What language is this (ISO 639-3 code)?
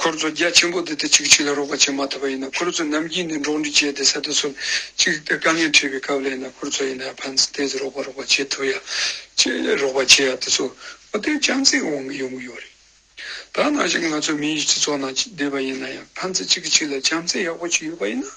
bod